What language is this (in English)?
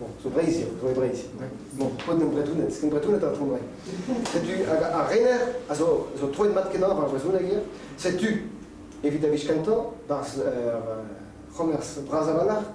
Breton